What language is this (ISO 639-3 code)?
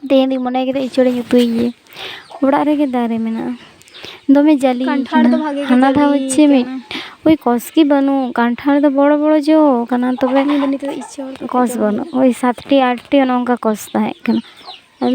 sat